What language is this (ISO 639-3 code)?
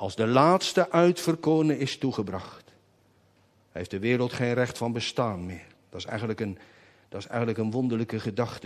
nld